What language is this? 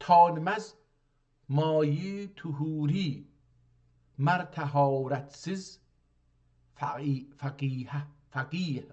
South Azerbaijani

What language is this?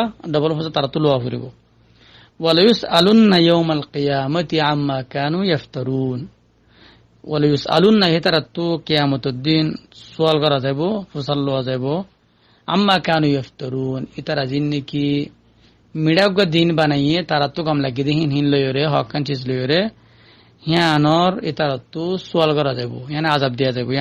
Rohingya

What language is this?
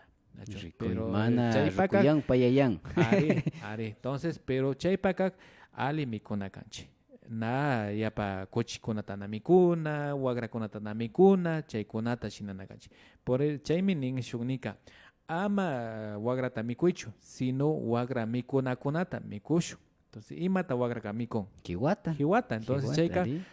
Imbabura Highland Quichua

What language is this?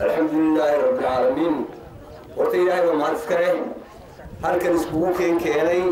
Somali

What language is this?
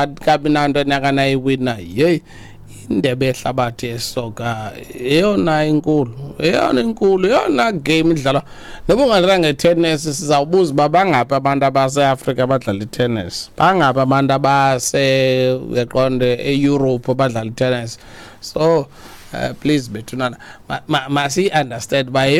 Xhosa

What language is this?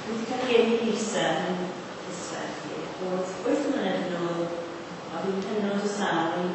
Welsh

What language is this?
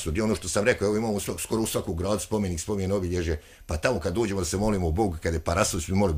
Croatian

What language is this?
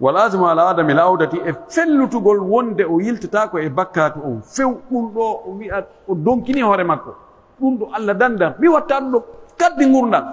Pular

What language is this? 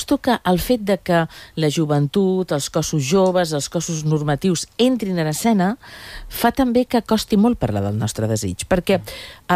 Catalan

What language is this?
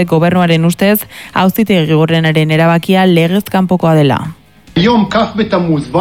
Basque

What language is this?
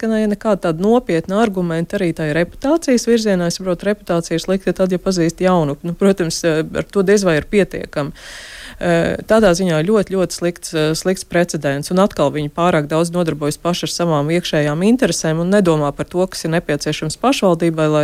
Latvian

